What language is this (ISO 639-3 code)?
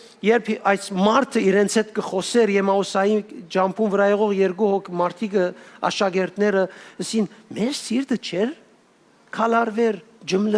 hyw